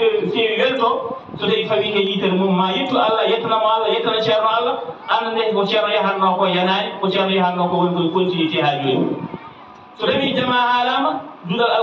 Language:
Fula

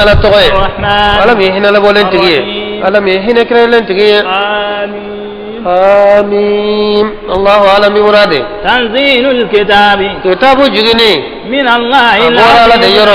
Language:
Bambara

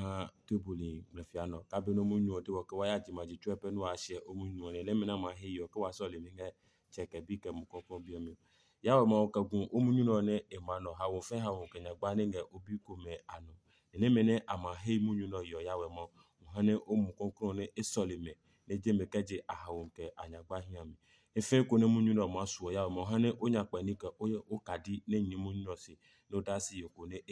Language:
Adangme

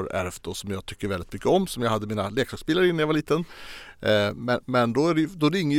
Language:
Swedish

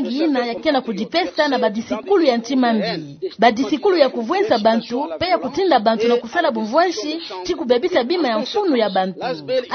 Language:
Kituba (Democratic Republic of Congo)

